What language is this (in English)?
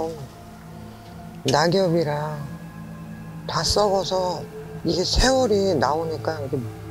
Korean